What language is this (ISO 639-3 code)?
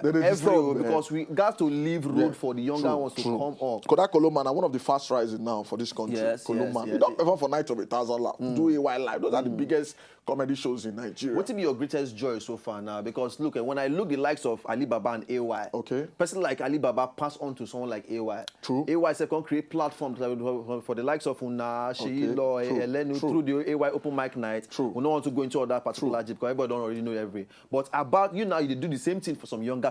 pcm